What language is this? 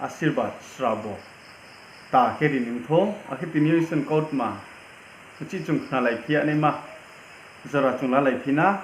Riang (India)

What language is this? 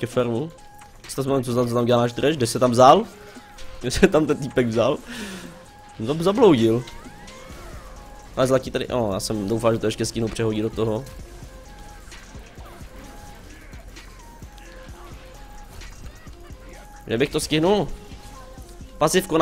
Czech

